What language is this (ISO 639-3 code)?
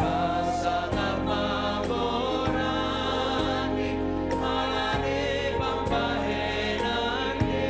bts